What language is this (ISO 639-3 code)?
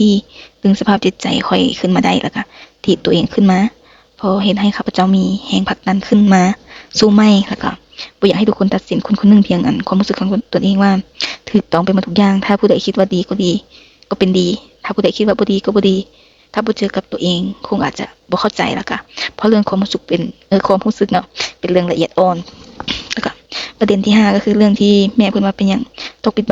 lao